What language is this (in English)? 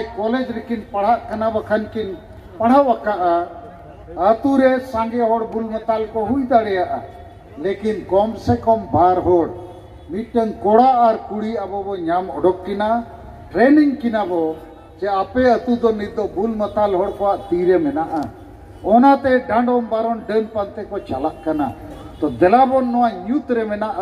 Santali